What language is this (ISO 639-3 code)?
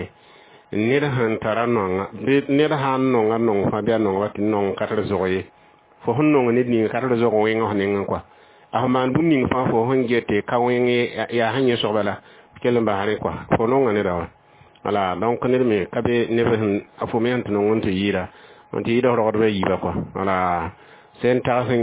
mos